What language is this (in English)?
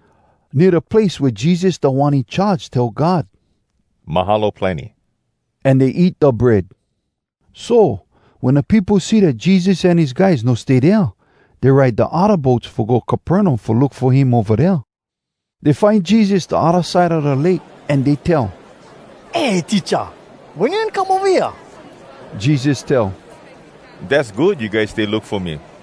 Hawai'i Creole English